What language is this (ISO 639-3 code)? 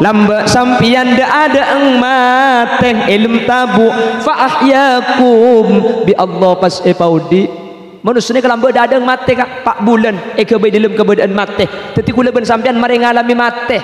mad